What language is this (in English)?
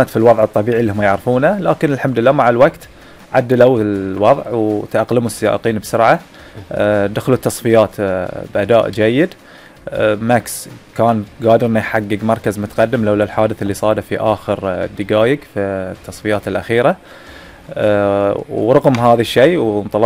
Gulf Arabic